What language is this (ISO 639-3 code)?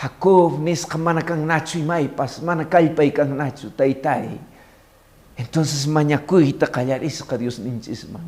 que